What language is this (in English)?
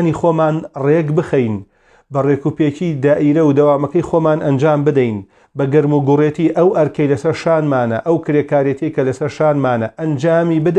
Central Kurdish